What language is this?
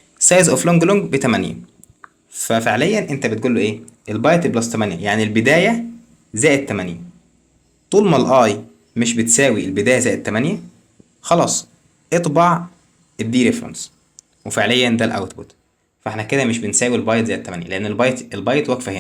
Egyptian Arabic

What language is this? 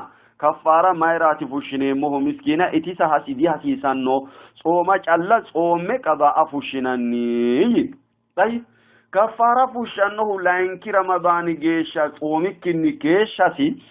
Sidamo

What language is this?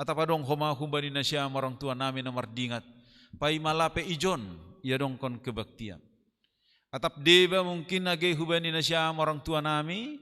Batak Simalungun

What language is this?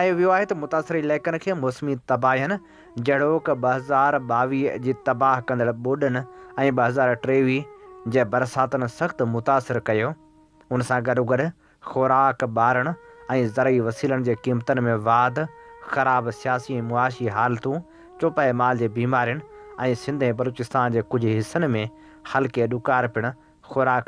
Sindhi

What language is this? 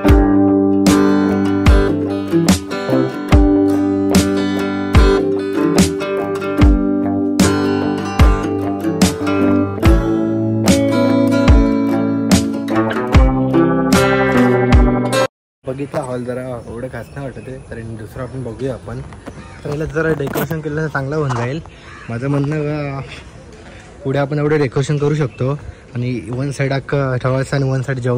Marathi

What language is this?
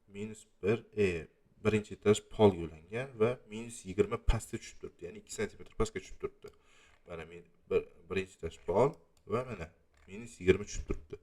Uzbek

